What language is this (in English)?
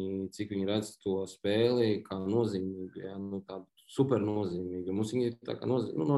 Latvian